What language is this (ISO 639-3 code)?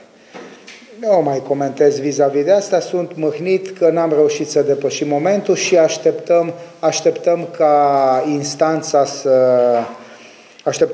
ron